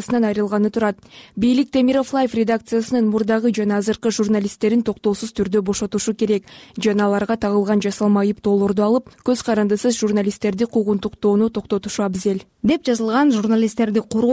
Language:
Kyrgyz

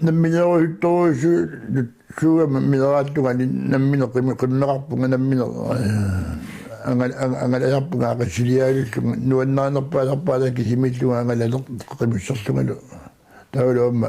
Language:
Kalaallisut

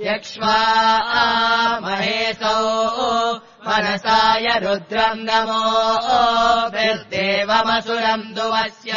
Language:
Sanskrit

